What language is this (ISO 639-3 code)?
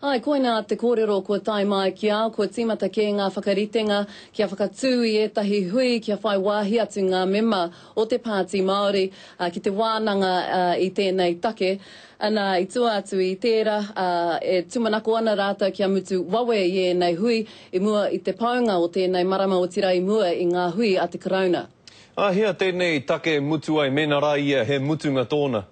mri